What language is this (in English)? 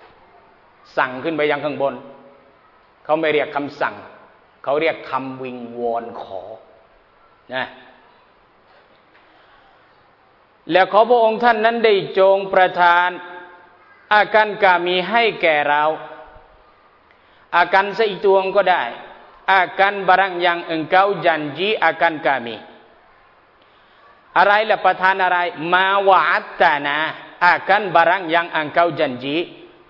Thai